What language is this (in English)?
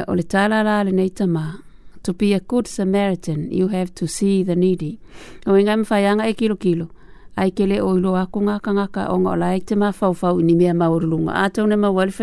Samoan